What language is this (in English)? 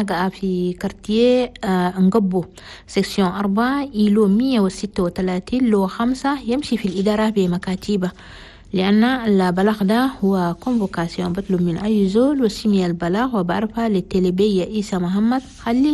Chadian Arabic